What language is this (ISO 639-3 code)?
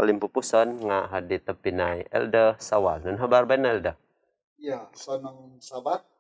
dtp